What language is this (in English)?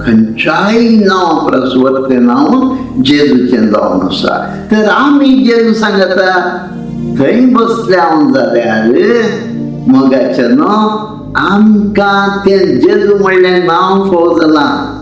Konkani